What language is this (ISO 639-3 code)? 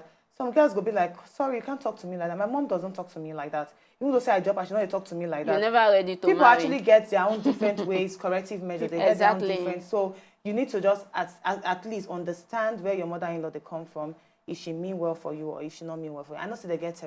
pcm